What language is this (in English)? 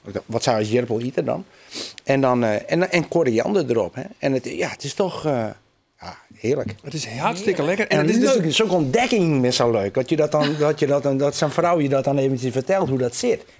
Western Frisian